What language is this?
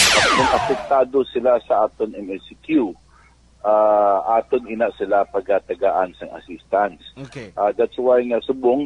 Hiligaynon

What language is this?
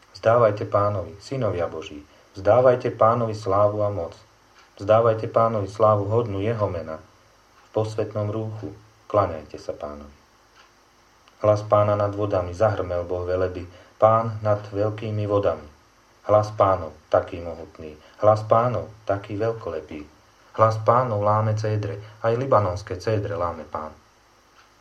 Slovak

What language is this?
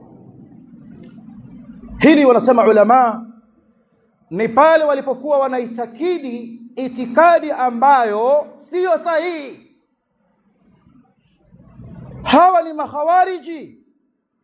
Swahili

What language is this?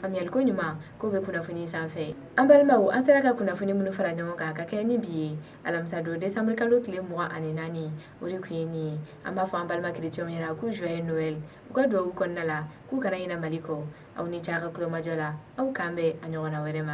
Bambara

